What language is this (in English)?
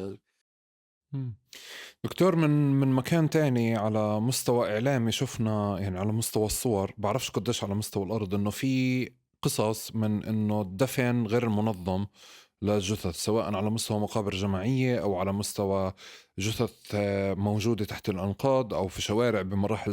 North Levantine Arabic